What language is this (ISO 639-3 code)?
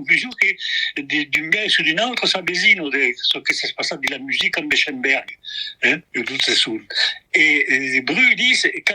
oci